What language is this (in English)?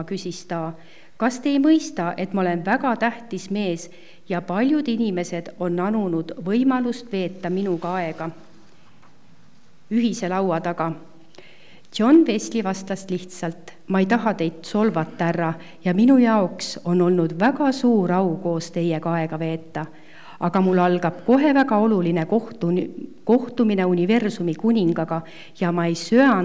Estonian